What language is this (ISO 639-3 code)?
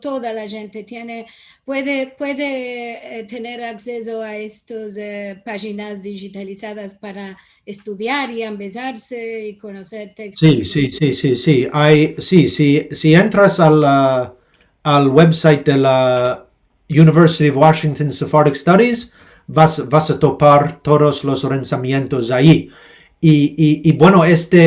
lad